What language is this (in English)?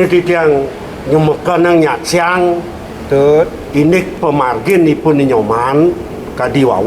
Balinese